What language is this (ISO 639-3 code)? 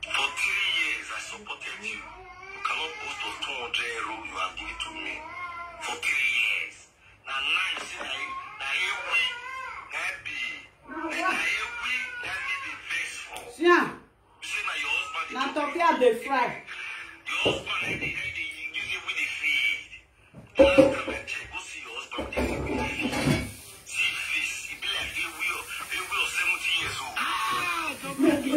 pcm